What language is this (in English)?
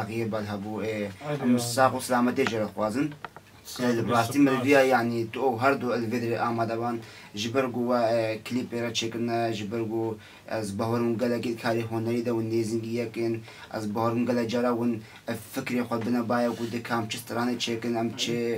Kurdish